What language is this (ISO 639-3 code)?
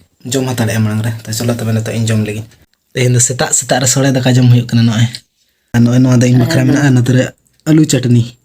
sat